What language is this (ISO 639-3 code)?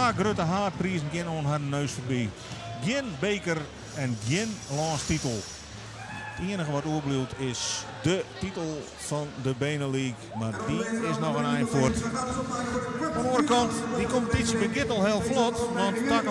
fry